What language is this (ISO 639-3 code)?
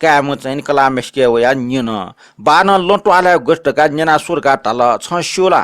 new